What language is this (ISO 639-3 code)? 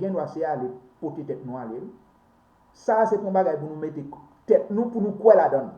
hat